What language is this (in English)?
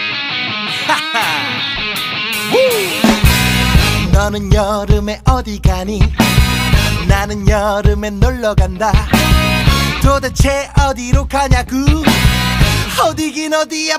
Korean